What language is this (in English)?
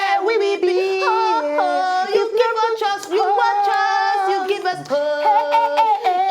Nigerian Pidgin